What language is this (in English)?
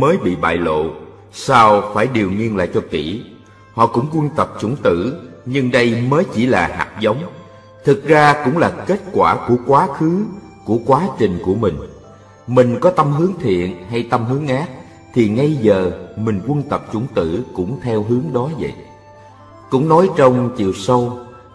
Vietnamese